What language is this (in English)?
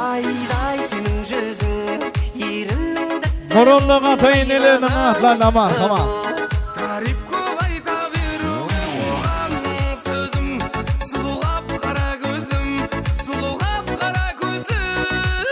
Kara-Kalpak